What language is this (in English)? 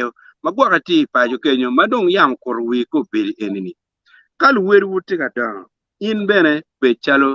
Acoli